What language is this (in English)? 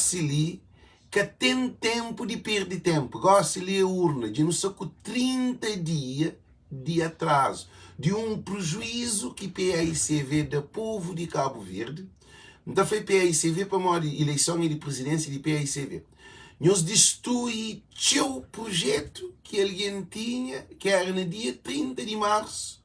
Kabuverdianu